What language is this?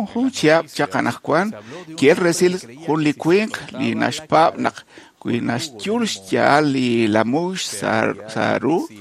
Kekchí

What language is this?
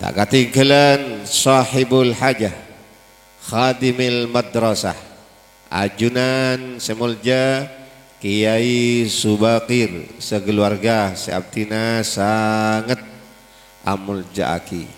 Madurese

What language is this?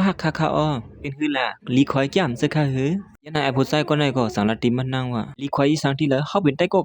Shan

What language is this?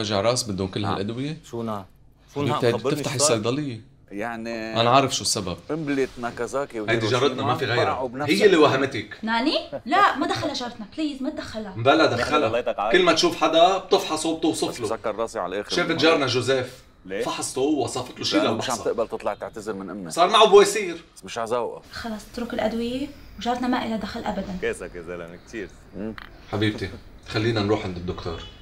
North Levantine Arabic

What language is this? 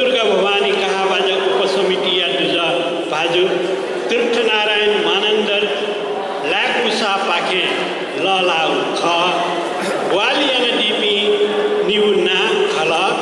Newari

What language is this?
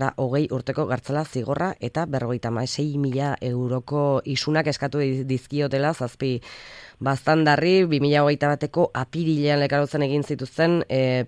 Basque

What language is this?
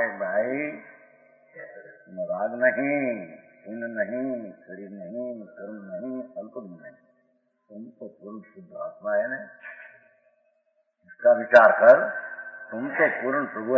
Hindi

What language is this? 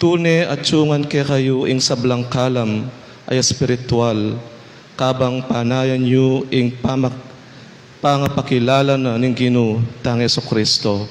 Pampanga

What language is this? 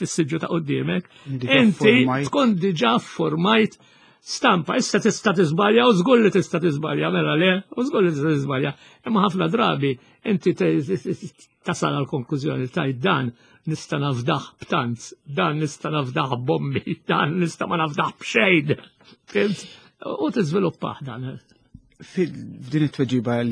Maltese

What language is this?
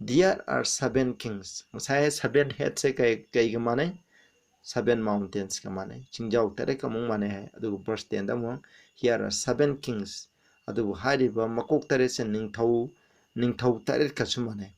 Manipuri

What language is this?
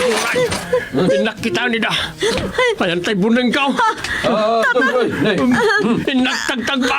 Iloko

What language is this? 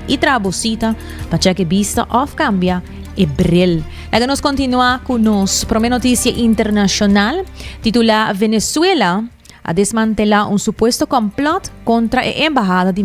Papiamento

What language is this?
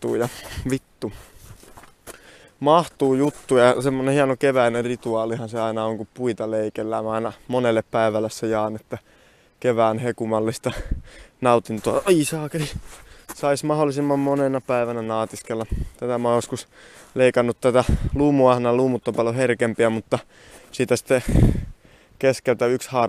Finnish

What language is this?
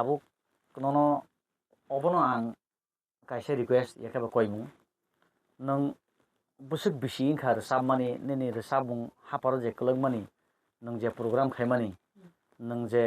Kok Borok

